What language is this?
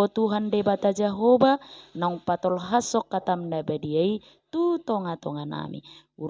Batak Toba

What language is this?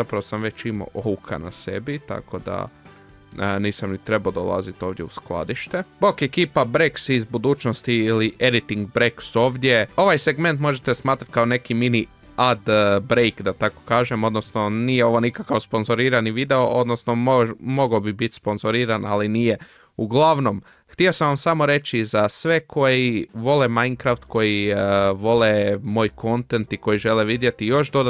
Croatian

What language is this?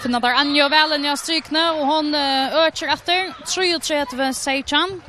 Faroese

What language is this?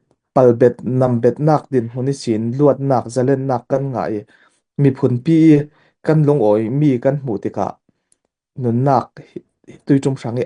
Falam Chin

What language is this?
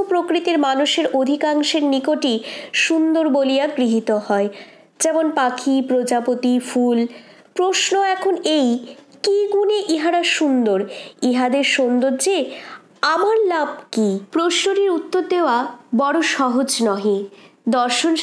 Bangla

